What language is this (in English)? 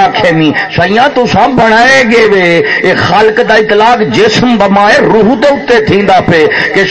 Saraiki